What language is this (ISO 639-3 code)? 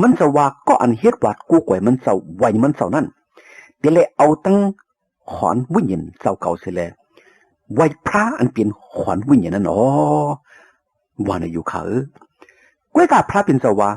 shn